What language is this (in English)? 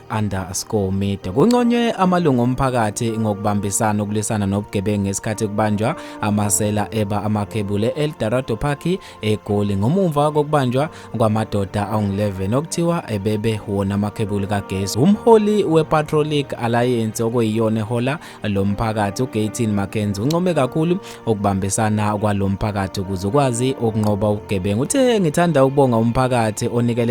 Zulu